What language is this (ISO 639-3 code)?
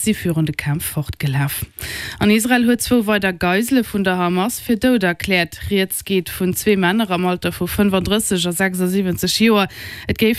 ltz